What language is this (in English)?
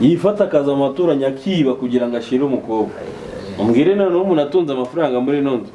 Kinyarwanda